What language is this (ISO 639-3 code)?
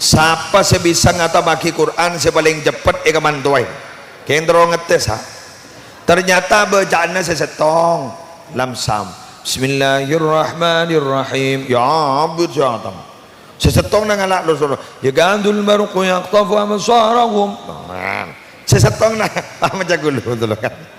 mad